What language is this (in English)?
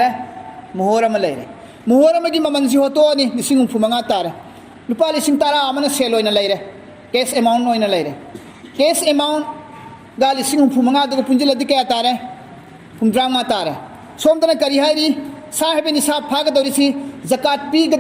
Manipuri